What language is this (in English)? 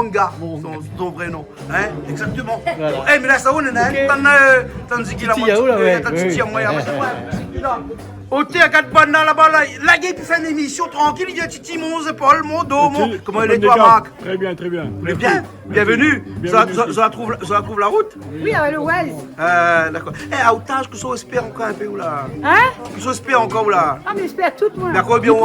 Réunion Creole French